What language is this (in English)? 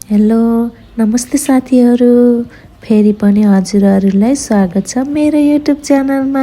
Nepali